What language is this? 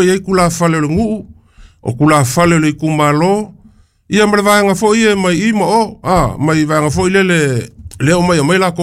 Samoan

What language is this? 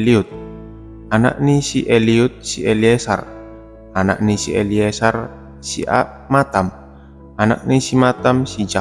Batak Simalungun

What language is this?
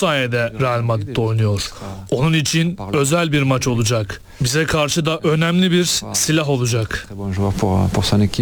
Turkish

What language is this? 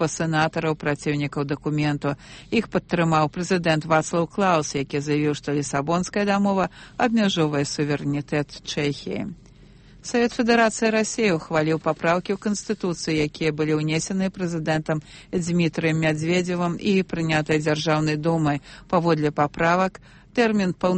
Belarusian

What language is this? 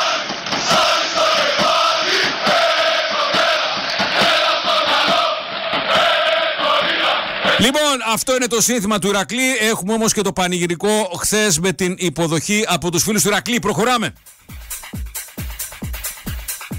Greek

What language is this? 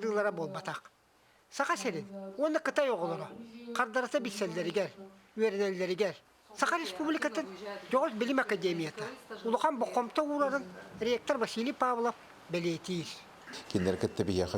Yakut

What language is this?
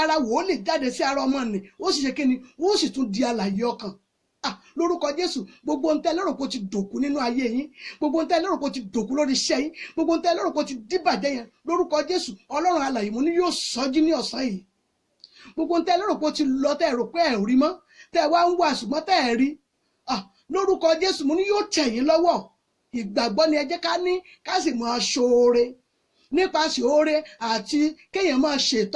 Yoruba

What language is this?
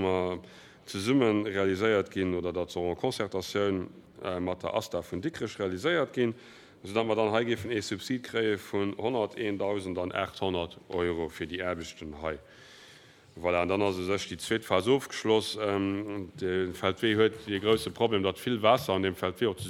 Luxembourgish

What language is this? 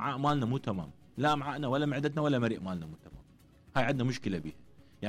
Mesopotamian Arabic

